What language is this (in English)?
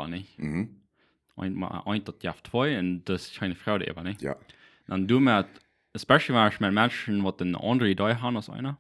Plautdietsch